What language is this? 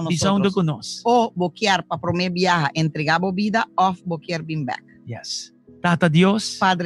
Papiamento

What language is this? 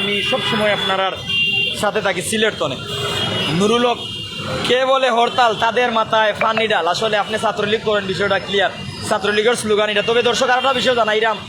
Sylheti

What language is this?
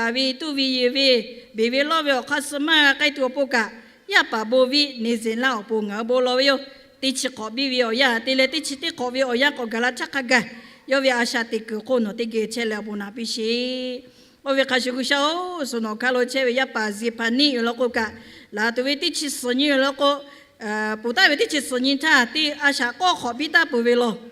Lahu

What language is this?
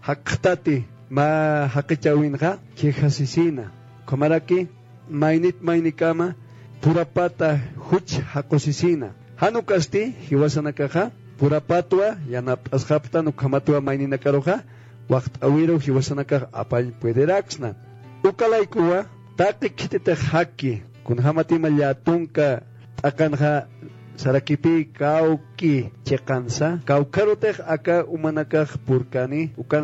Aymara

